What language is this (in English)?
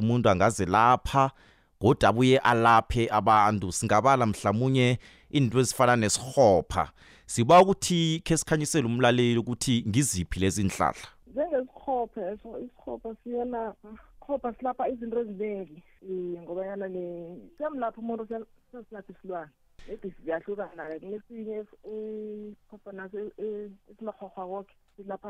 South Ndebele